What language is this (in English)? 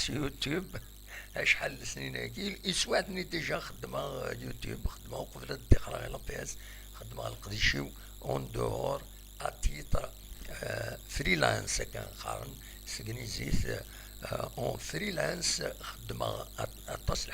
Kabyle